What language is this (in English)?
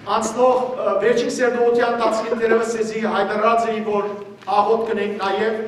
Western Armenian